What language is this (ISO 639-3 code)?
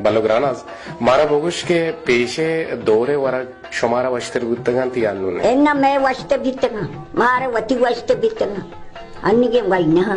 bal